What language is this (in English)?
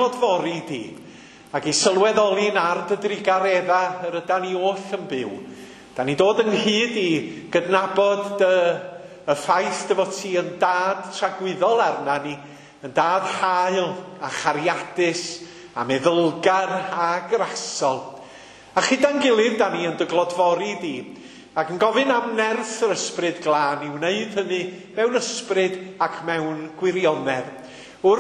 Welsh